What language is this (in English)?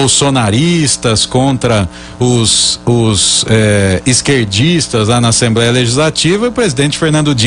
Portuguese